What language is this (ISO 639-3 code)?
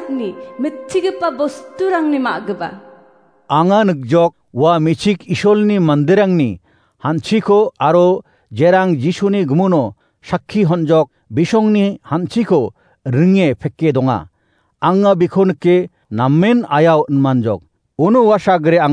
grt